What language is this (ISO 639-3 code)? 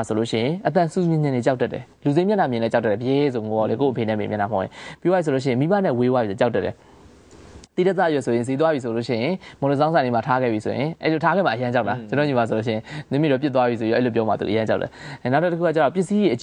mya